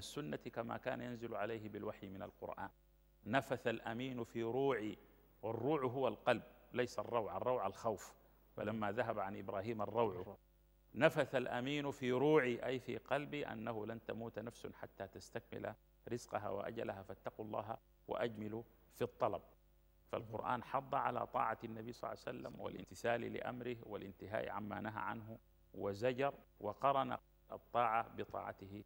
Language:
Arabic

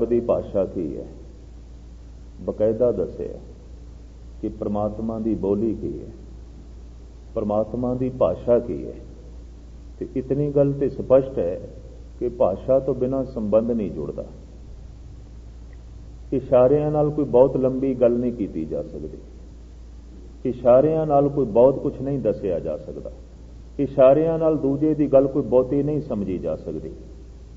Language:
Punjabi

